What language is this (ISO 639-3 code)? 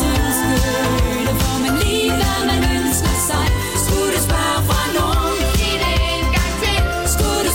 dan